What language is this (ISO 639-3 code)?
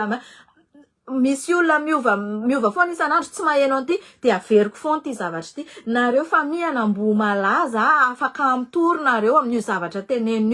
mlg